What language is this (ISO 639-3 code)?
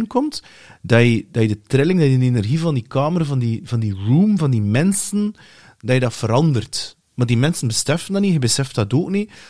nld